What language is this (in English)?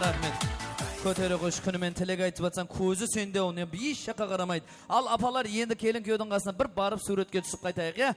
Kara-Kalpak